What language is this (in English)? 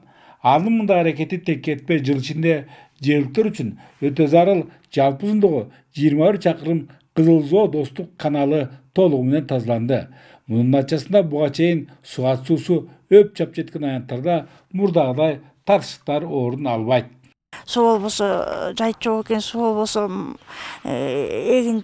Kyrgyz